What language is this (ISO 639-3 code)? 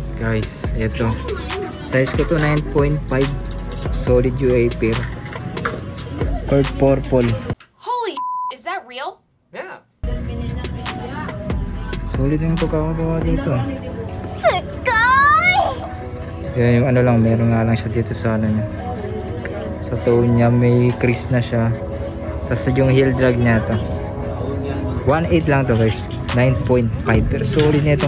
fil